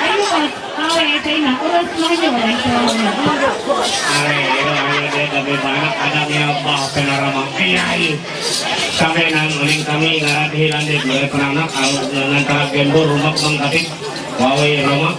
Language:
Ma'anyan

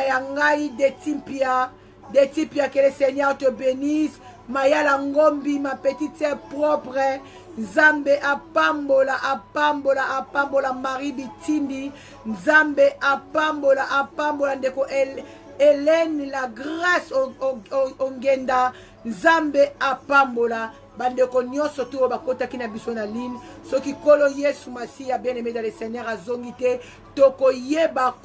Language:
Lingala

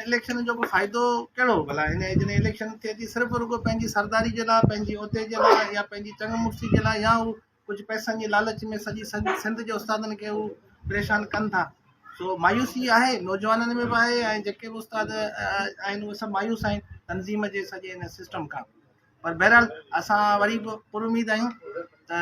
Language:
Sindhi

